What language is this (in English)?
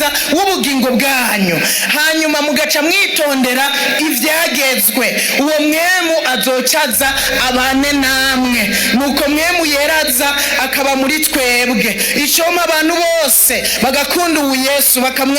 Rundi